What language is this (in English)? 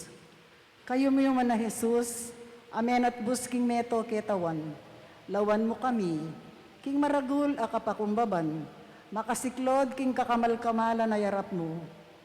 Pampanga